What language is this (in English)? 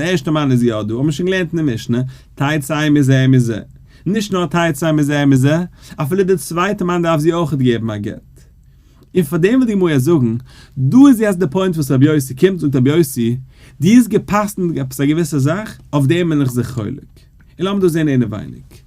Yiddish